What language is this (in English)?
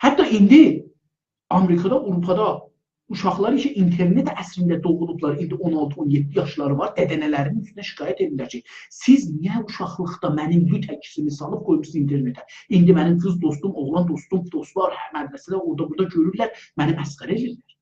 South Azerbaijani